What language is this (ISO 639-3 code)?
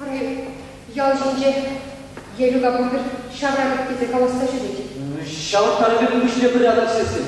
chv